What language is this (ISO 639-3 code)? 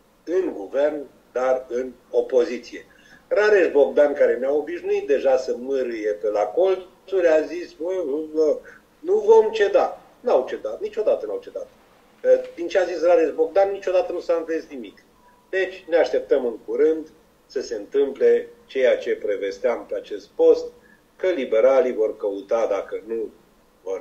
ron